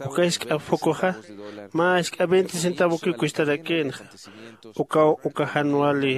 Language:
Aymara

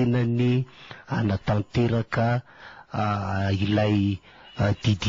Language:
Malagasy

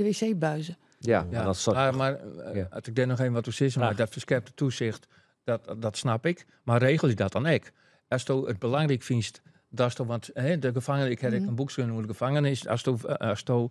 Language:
Western Frisian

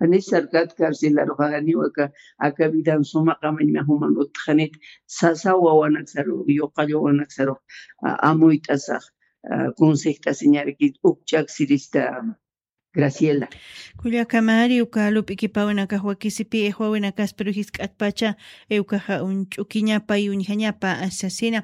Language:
Aymara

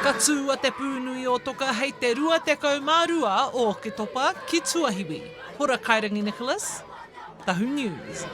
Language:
Māori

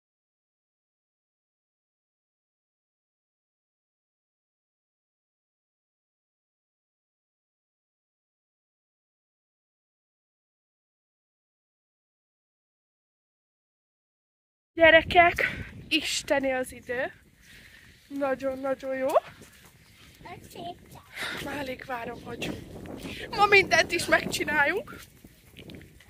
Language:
Hungarian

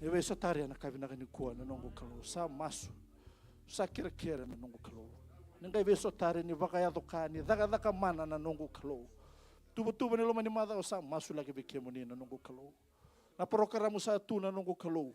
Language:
Fijian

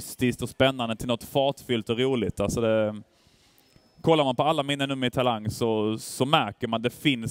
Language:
Swedish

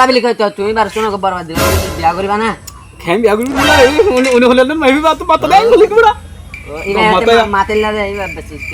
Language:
Rohingya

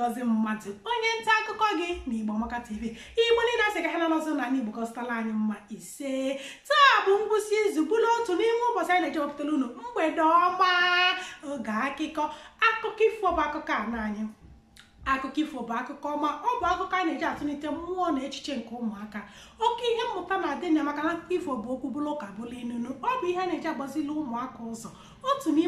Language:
Igbo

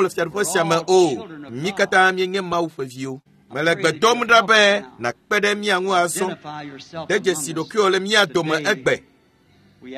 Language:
Ewe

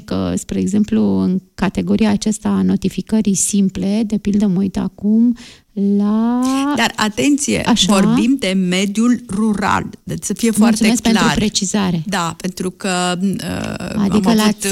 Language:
Romanian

